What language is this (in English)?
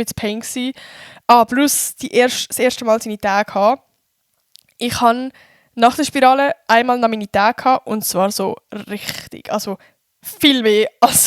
Swiss German